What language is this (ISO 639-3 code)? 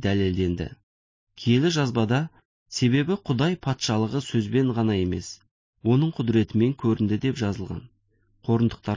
kaz